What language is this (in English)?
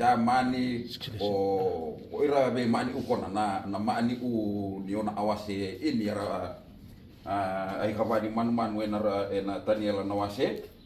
Fijian